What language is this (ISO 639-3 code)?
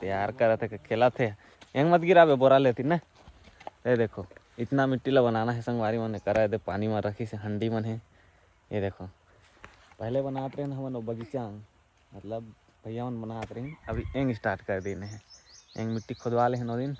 hne